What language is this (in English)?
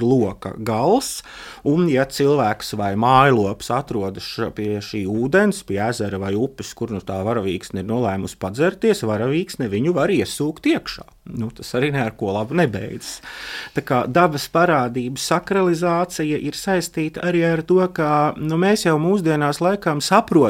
Latvian